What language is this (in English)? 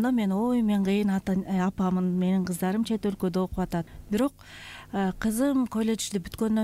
Kyrgyz